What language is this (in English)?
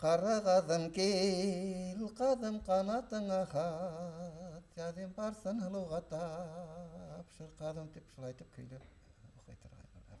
Bashkir